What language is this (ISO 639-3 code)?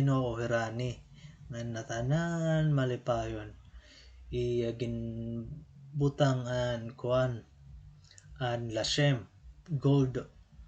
war